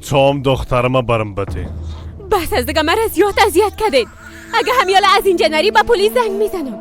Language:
Persian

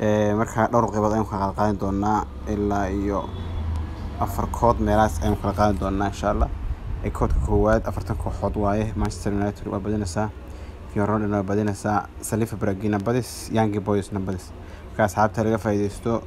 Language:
Somali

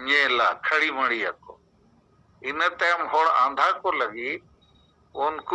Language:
Santali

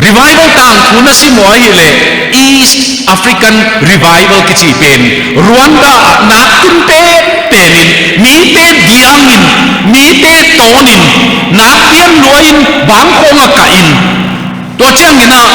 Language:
Tedim Chin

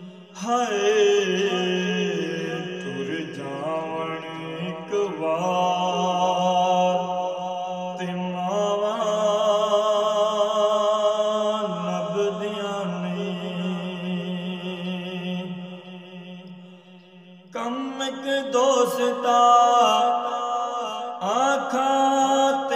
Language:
Punjabi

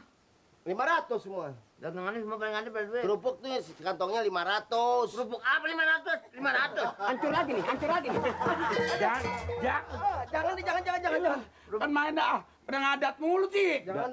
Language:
Betawi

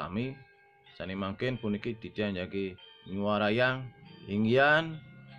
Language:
Balinese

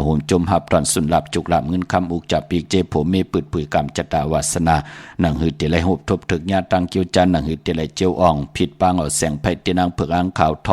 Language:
Shan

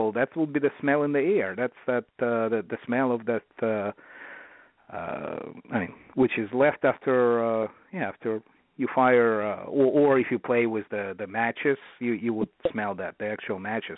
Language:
English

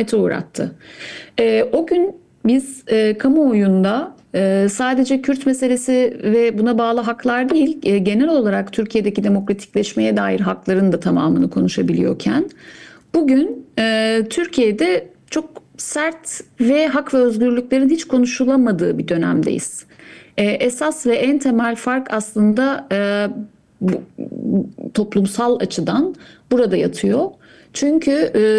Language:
Turkish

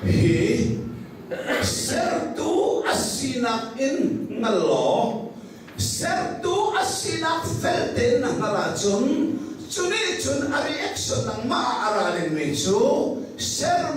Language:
Hakha Chin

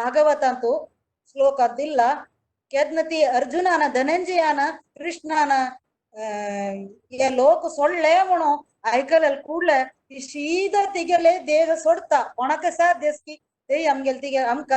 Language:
Konkani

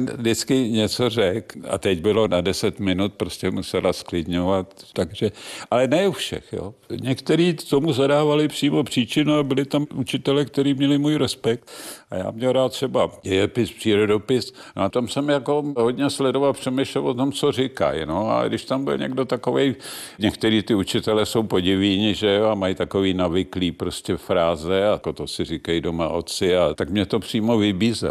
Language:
Czech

